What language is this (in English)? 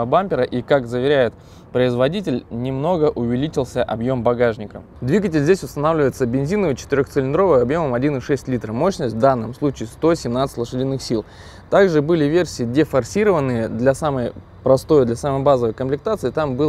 Russian